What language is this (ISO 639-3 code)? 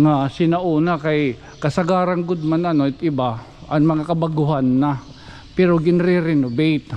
war